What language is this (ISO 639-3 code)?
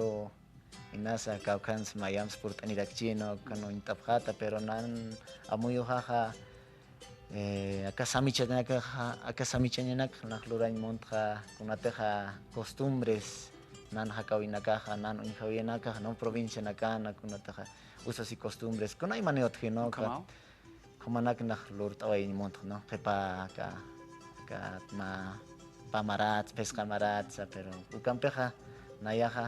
aym